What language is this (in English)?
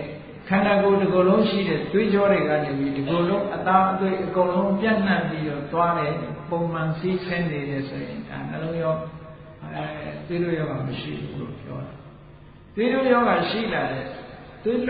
Burmese